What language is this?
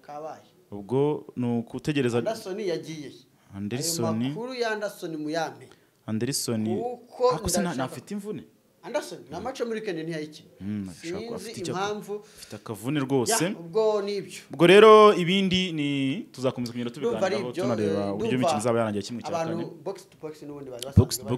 Kinyarwanda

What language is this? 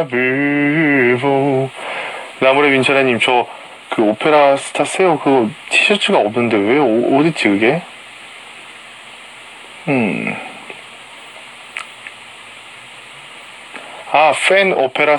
Korean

